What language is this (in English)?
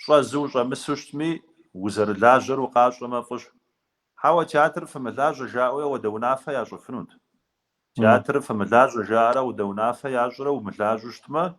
Kabardian